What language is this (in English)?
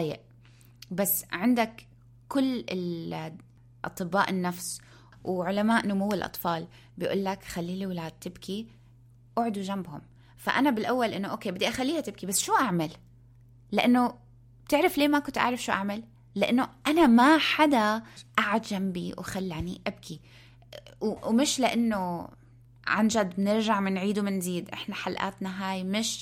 North Levantine Arabic